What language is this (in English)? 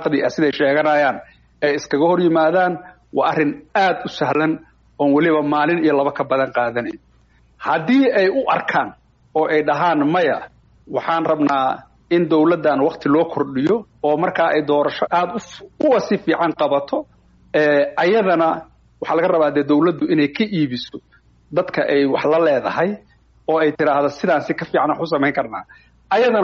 Somali